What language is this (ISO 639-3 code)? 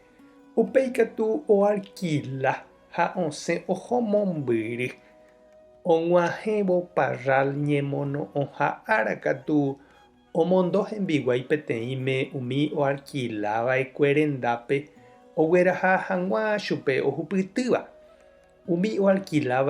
grn